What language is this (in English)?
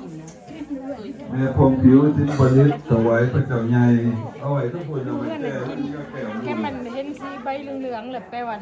Lao